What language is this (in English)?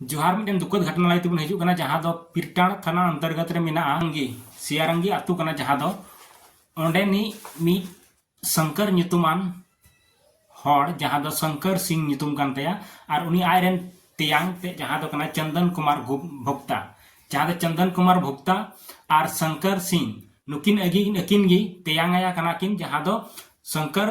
Santali